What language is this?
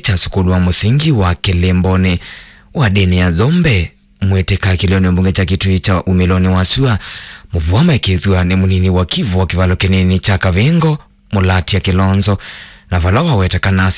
Kamba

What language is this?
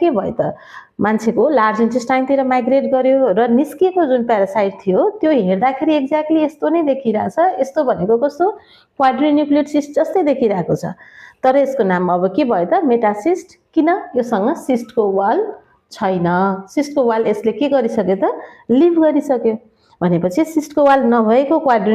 Nepali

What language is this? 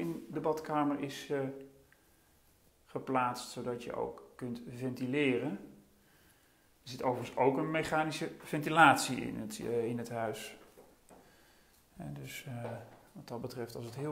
Dutch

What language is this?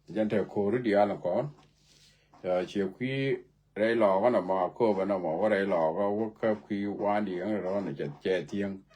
Nuer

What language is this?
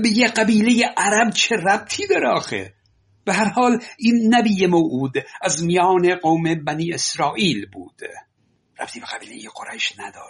Persian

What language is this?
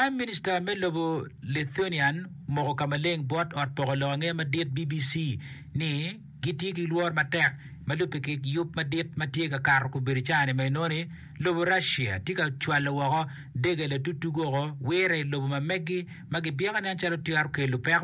Acoli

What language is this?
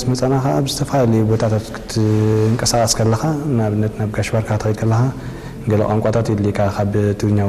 Tigrinya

